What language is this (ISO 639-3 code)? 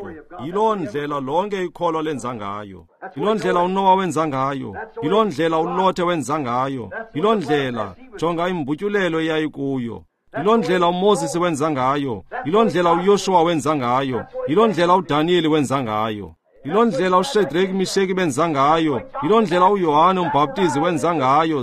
xho